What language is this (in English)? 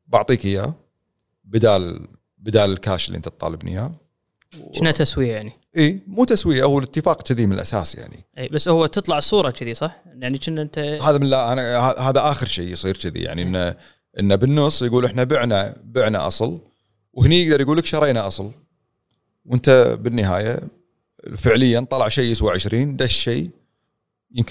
Gulf Arabic